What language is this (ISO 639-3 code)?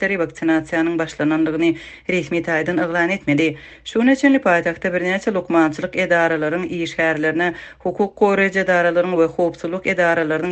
tuk